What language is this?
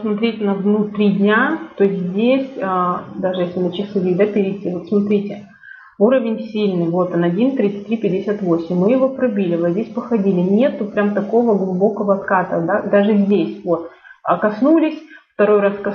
Russian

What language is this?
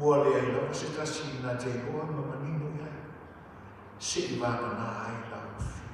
Samoan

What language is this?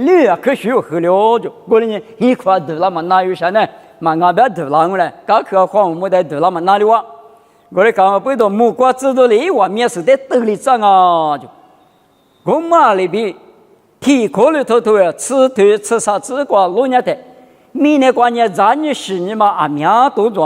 Lisu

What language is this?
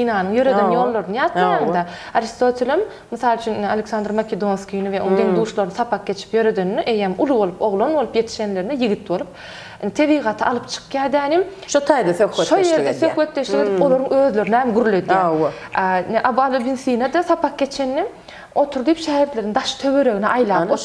Turkmen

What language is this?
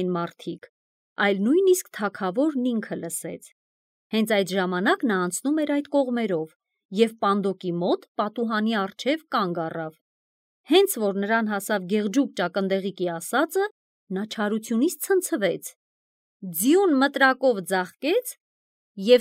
Armenian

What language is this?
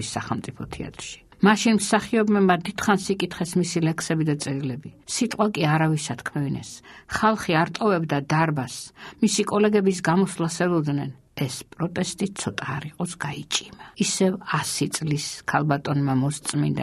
Georgian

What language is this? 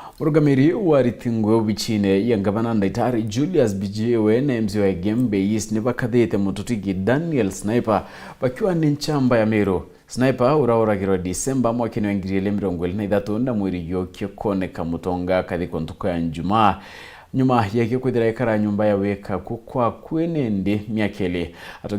Meru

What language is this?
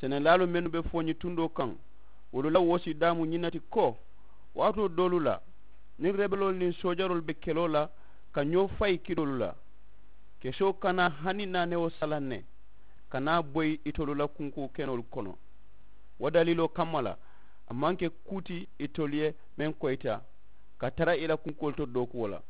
Mandingo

